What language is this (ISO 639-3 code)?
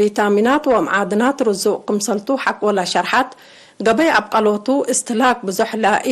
tig